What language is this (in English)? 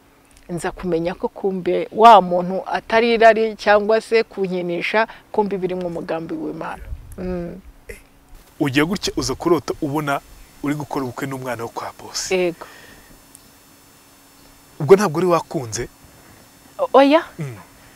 Kinyarwanda